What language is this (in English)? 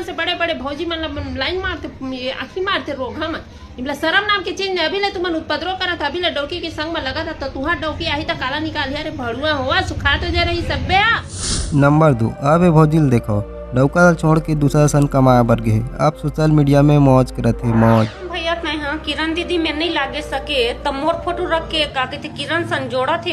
Chhattisgarhi